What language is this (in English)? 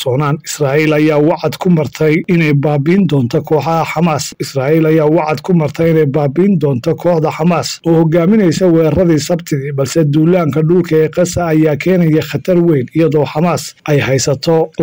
Somali